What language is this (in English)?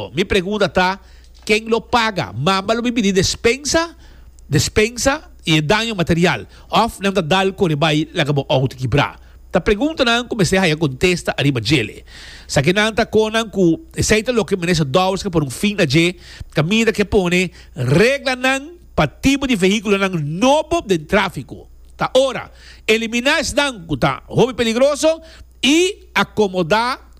Papiamento